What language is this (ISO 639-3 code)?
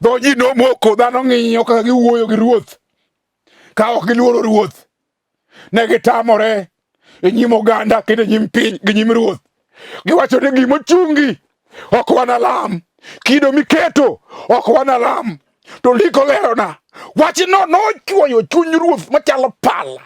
luo